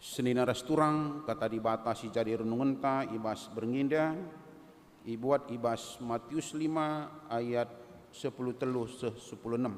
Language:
Batak Karo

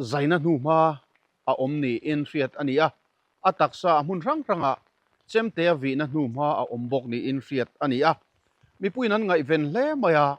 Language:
Mizo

